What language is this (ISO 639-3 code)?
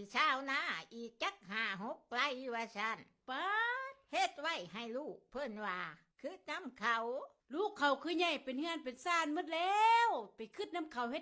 tts